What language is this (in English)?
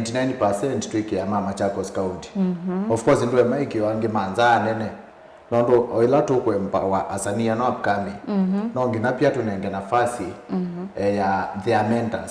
Kamba